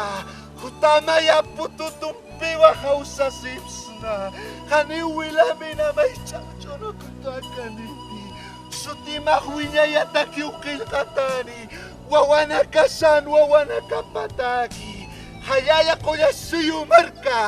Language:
Aymara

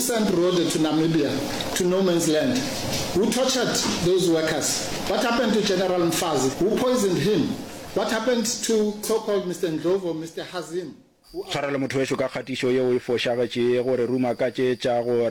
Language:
Northern Sotho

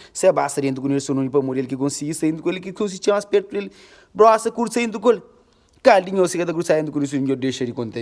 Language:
Kabuverdianu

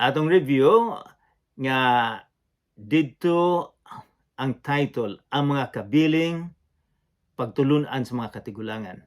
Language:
Cebuano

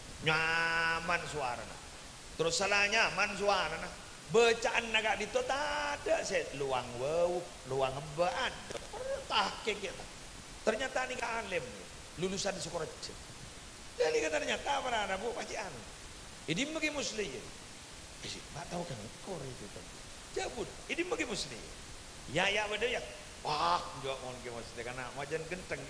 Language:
Madurese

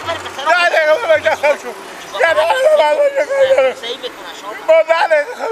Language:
Persian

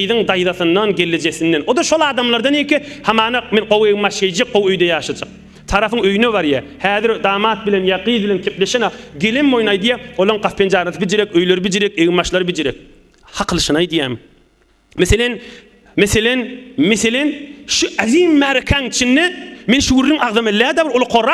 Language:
Turkmen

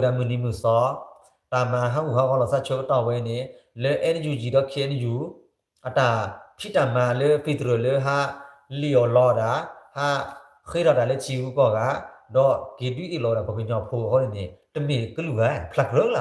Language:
S'gaw Karen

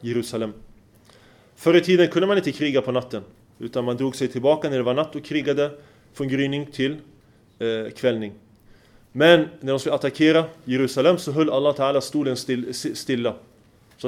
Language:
Swedish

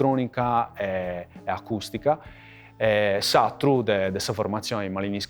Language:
Sardinian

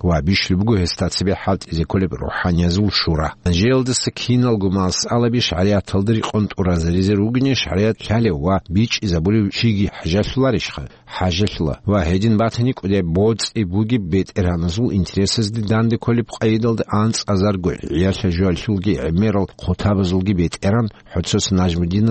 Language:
Avaric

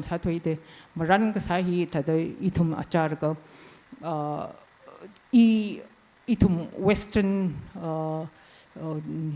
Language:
Tangkhul Naga (India)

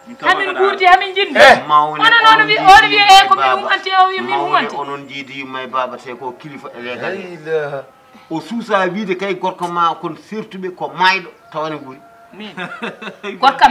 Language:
Fula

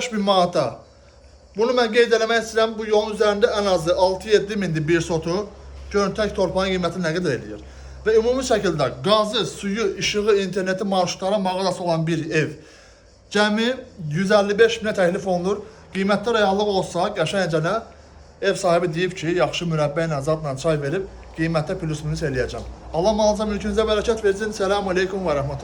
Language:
Azerbaijani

